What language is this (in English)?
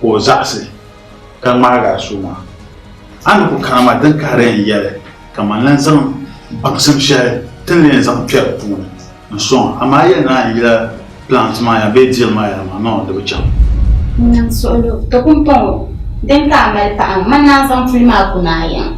Dagbani